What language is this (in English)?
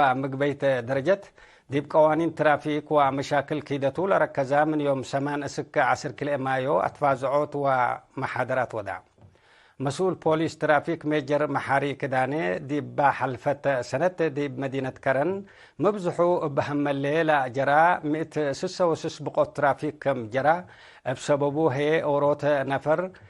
Tigre